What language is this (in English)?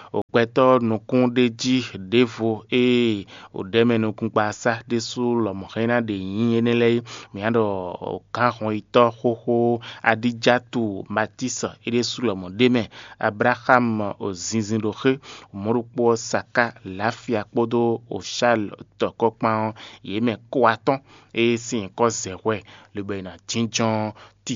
Fon